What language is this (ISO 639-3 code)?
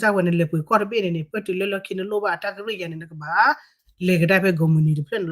ksw